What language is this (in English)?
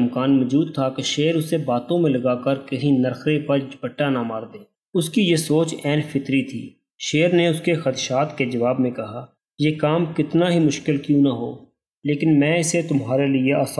Urdu